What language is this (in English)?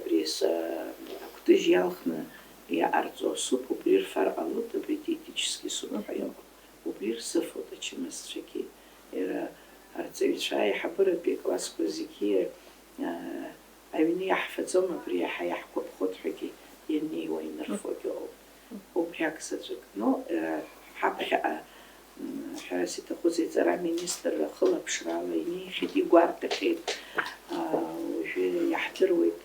Abkhazian